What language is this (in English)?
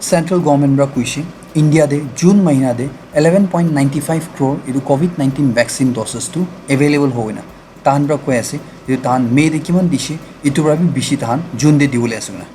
Naga Pidgin